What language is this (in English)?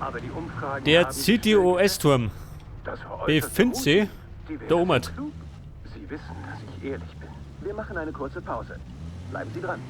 Bavarian